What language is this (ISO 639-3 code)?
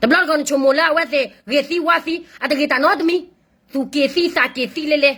ksw